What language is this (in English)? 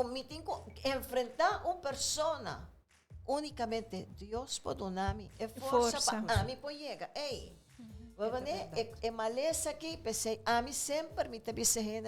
Papiamento